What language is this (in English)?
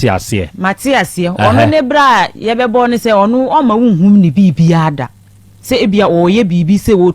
Akan